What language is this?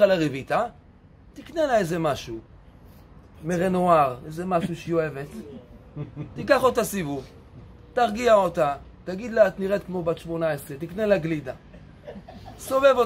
Hebrew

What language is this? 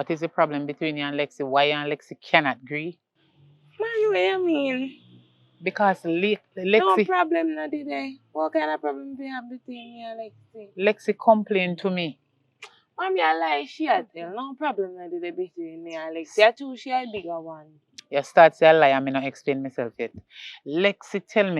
Jamaican Creole English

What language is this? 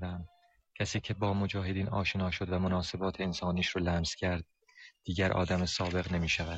Persian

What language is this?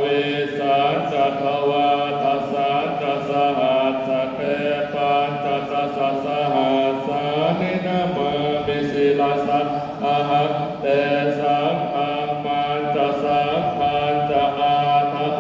Pali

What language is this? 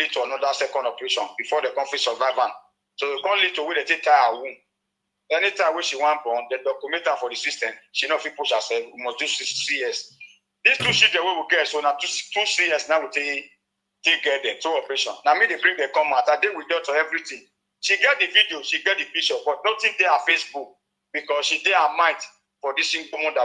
Nigerian Pidgin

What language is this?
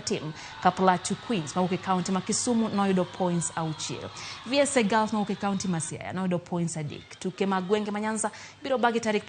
Luo (Kenya and Tanzania)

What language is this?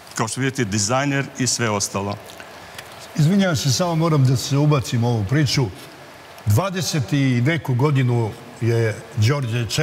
Serbian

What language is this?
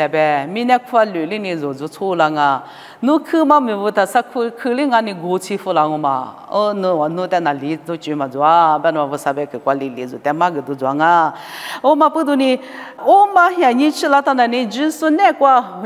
Lisu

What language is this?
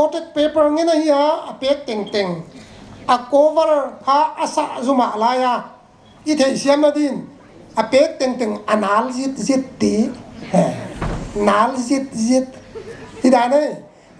Paite Chin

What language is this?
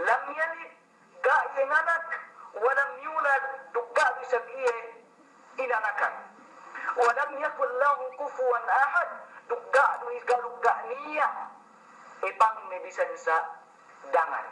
Yakan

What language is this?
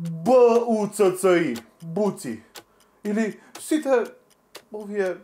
Macedonian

